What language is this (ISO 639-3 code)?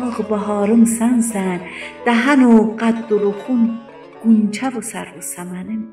azb